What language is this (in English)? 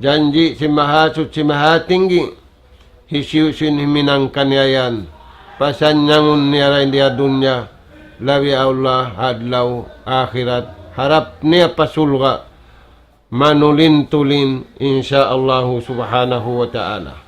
Tausug